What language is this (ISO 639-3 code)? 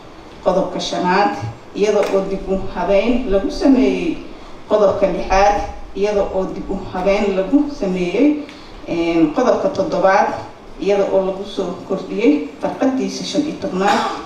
som